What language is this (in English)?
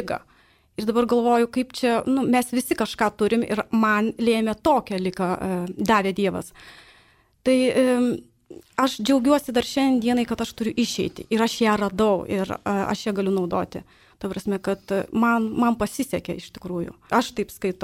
Lithuanian